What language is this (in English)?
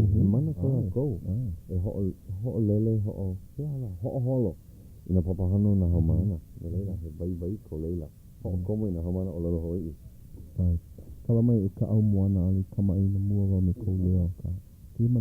Hawaiian